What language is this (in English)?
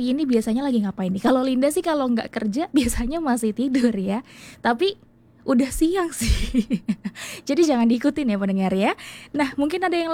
Indonesian